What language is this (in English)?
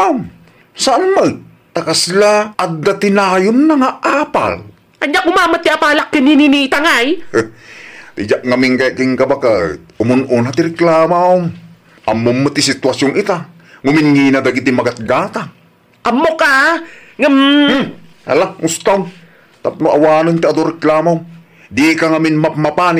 Iloko